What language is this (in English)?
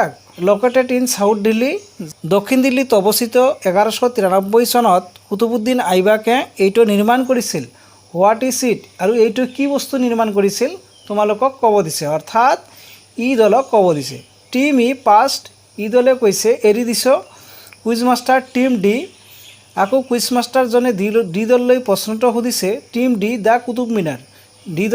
Assamese